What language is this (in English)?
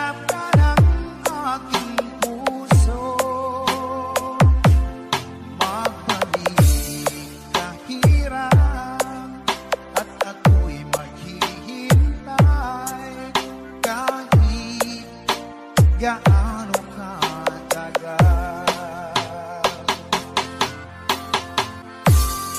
Filipino